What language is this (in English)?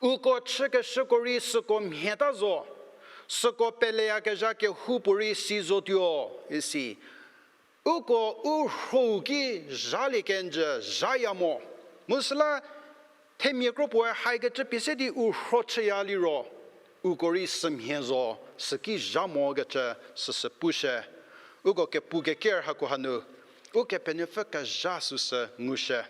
Angami Naga